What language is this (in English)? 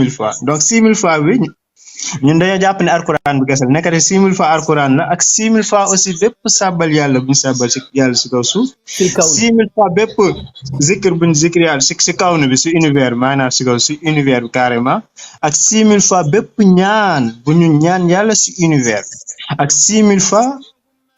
Wolof